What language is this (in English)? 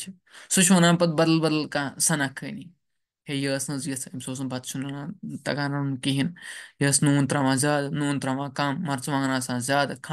Kashmiri